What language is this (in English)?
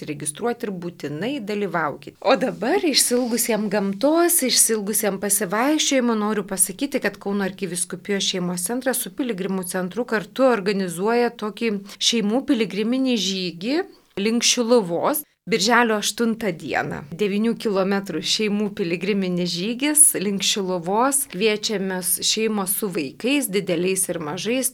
Lithuanian